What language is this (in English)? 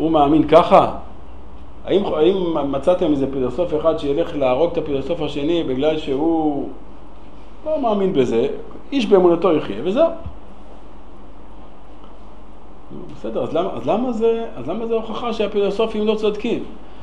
Hebrew